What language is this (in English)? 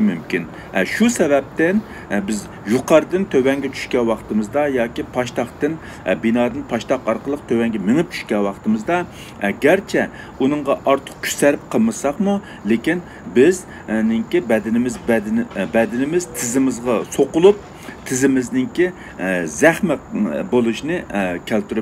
Uyghur